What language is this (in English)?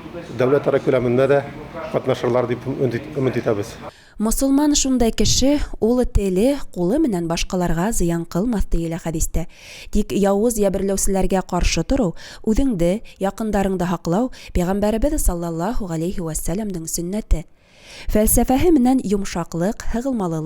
Bashkir